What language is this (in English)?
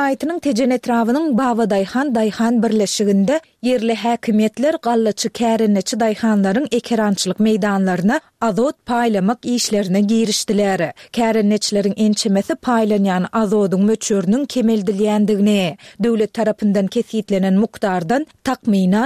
Turkmen